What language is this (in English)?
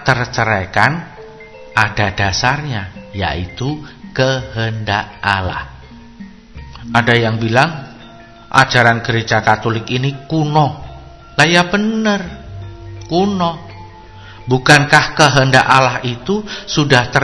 Indonesian